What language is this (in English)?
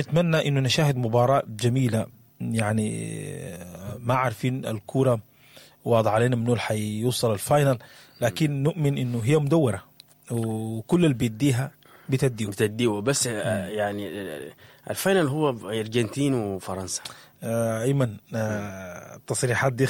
Sudanese Arabic